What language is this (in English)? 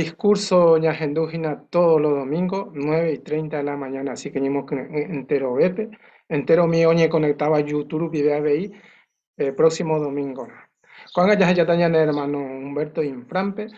Guarani